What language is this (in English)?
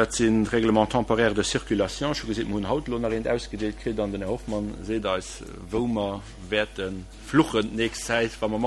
Luxembourgish